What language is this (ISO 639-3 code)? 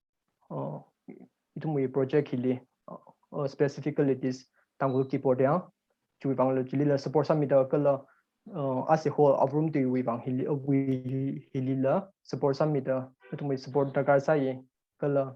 nmf